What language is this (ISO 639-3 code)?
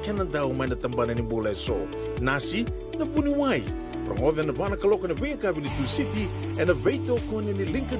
fij